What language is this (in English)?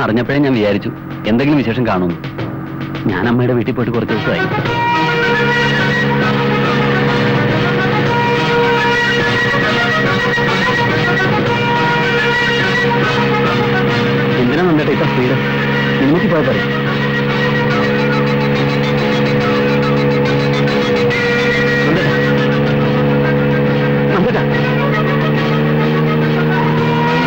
Malayalam